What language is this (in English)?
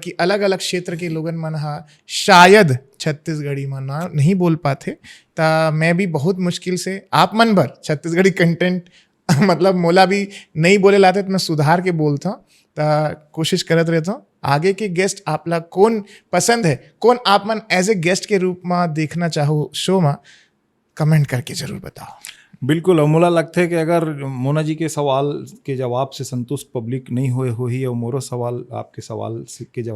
Chhattisgarhi